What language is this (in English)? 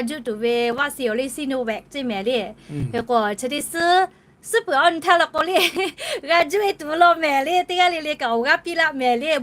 Lahu